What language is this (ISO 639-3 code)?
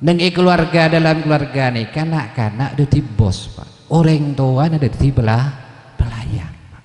mad